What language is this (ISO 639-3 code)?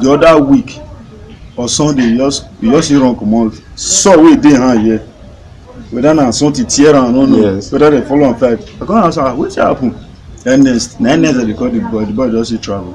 pcm